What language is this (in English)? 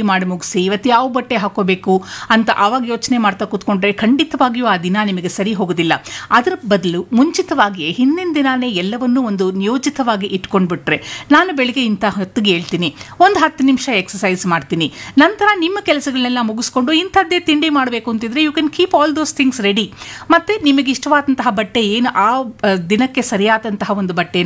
Kannada